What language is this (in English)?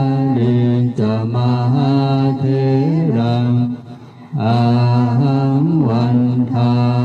Pali